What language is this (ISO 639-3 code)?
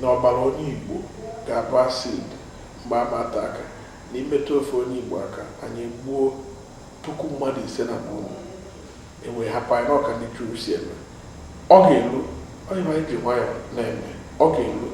ibo